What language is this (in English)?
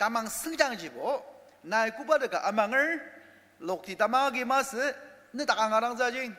Ao Naga